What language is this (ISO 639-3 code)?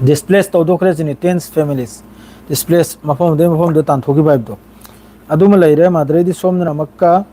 mni